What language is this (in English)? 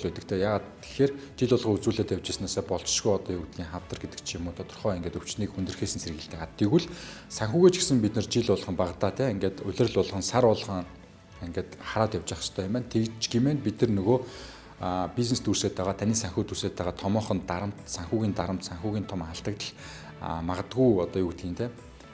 Mongolian